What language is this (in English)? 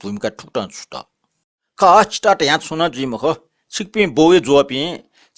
Newari